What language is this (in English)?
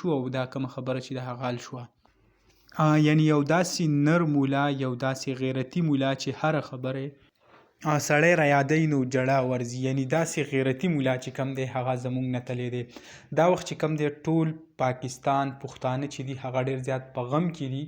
Pashto